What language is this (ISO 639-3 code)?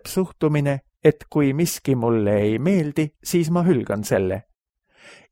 est